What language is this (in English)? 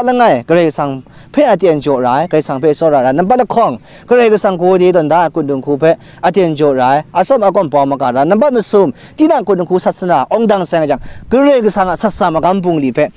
Kachin